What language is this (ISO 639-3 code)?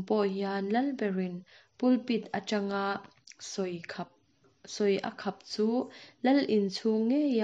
lus